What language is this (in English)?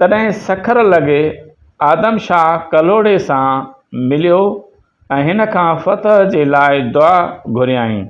Sindhi